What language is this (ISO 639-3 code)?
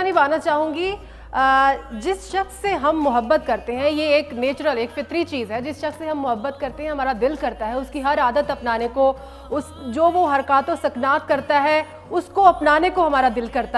urd